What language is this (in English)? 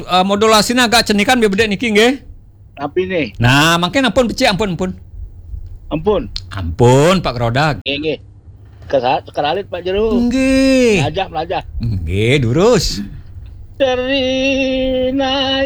Balinese